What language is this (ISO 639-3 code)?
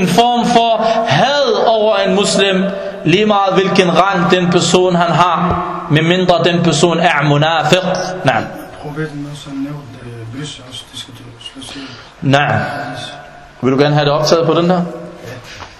dan